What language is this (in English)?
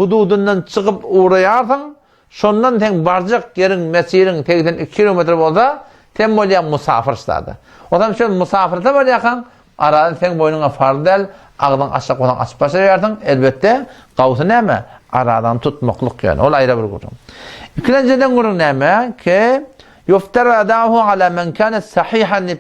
Turkmen